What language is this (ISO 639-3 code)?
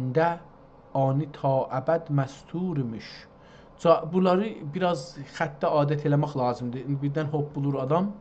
azb